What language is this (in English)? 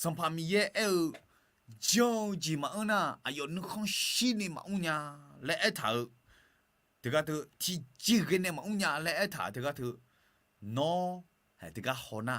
Akha